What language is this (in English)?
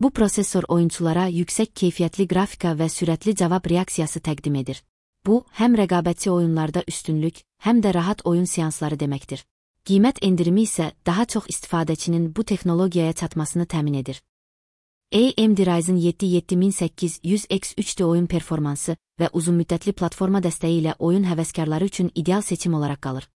Azerbaijani